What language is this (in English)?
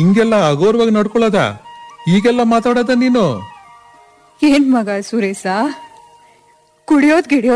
Kannada